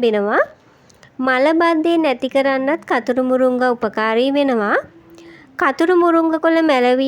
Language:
Sinhala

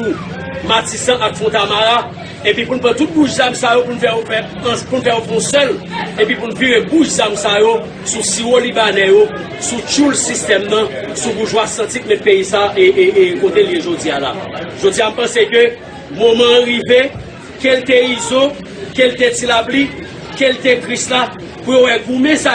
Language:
Haitian Creole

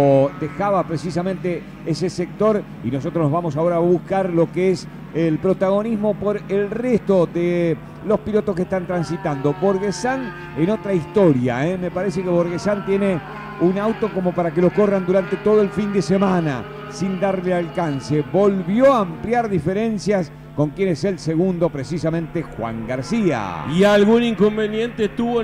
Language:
Spanish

